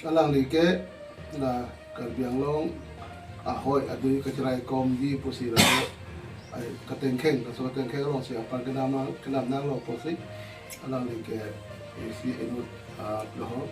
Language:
Karbi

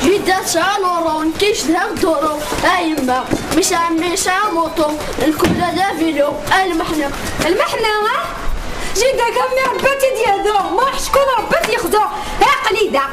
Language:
Kabyle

